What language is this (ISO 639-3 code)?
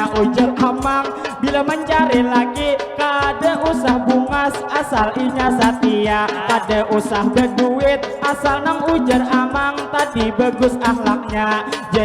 bjn